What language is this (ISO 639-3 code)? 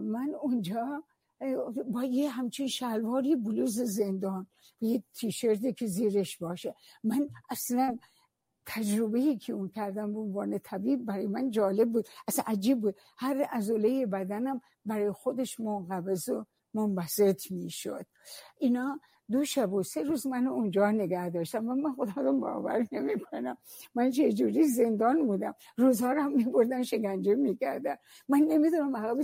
fas